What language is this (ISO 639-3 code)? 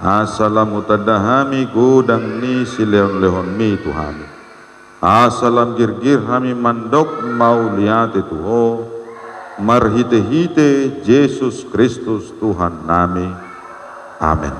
bbc